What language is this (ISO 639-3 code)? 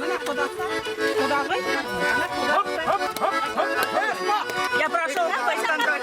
bak